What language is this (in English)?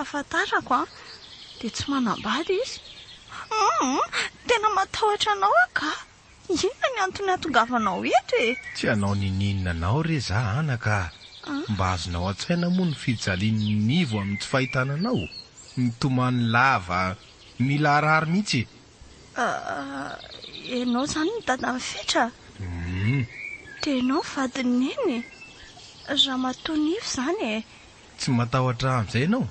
Malagasy